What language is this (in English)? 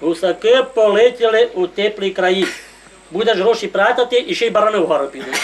Rusyn